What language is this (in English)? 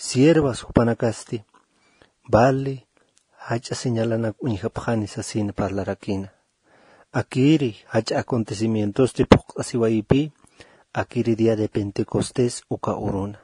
Aymara